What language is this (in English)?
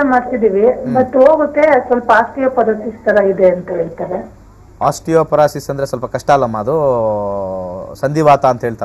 Kannada